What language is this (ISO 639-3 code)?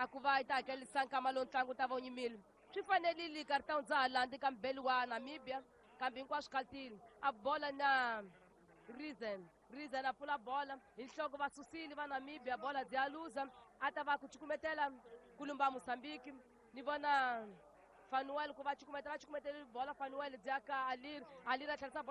tso